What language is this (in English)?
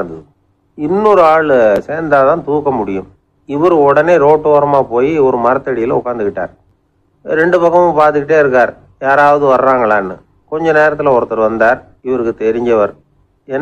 Tamil